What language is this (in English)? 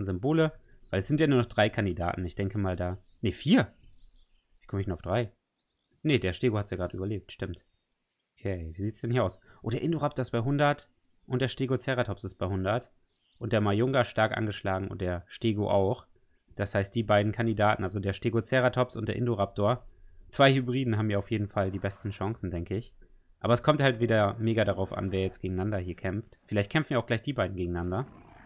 German